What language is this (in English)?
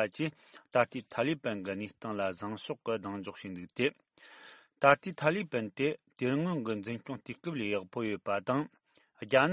Tibetan